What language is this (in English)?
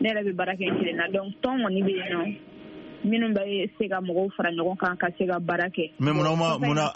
Bambara